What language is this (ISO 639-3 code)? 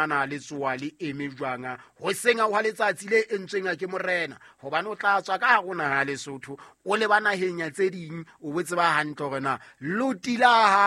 sot